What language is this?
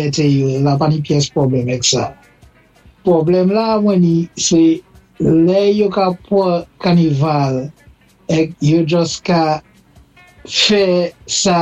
Saint Lucian Creole French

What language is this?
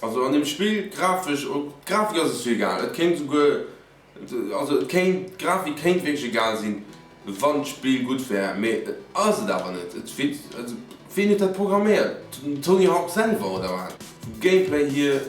Luxembourgish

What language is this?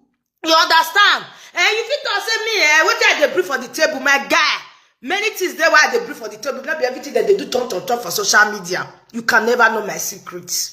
Nigerian Pidgin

